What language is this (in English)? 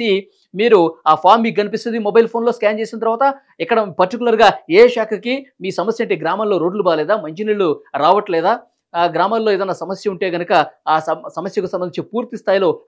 Telugu